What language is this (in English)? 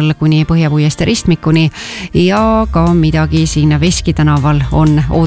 Estonian